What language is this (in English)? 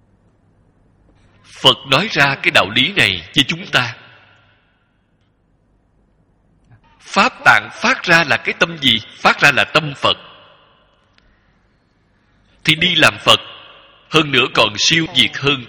Vietnamese